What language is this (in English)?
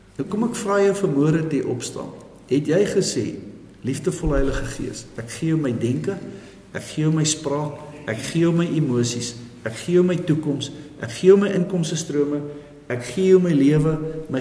Afrikaans